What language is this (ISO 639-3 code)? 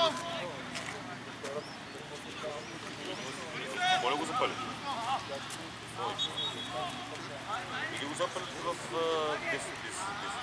bul